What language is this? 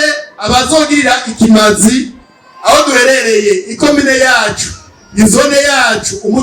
Rundi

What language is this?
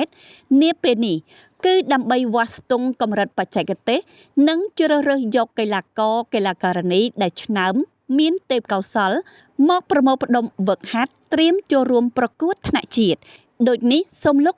Khmer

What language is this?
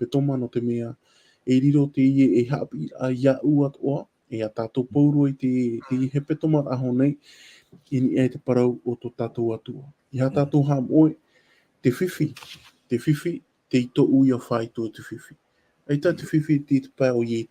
Tahitian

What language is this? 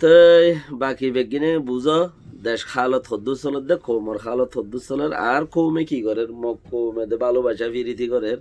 Rohingya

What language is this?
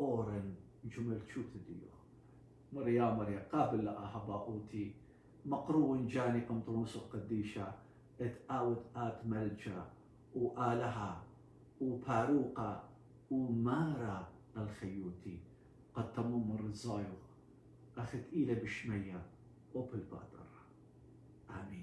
Assyrian Neo-Aramaic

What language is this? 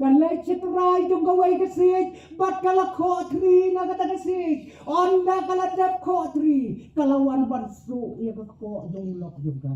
Khasi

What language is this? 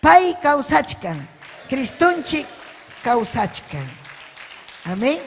Ayacucho Quechua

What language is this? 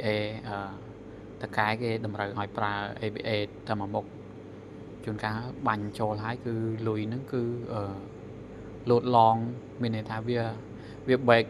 Khmer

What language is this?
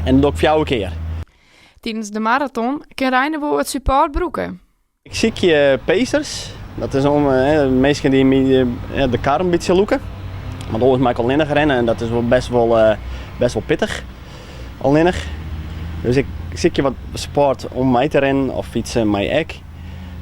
Western Frisian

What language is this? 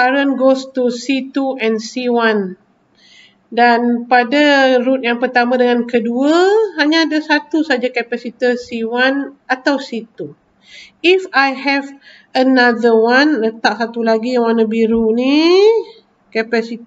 Malay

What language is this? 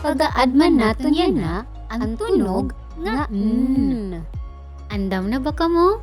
Waray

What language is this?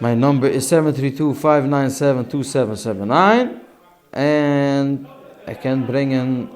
Yiddish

